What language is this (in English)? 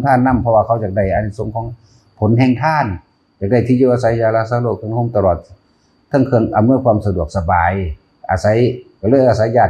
Northeastern Thai